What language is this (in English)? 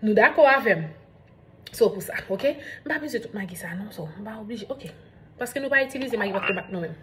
Haitian Creole